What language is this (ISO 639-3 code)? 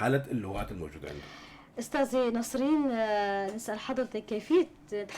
apc